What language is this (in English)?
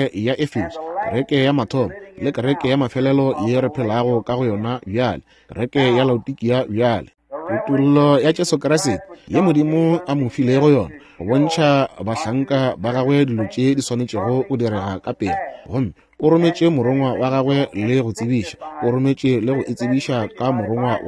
Northern Sotho